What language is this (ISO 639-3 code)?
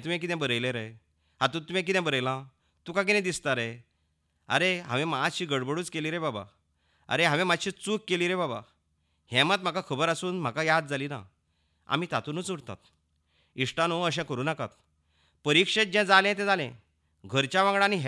kok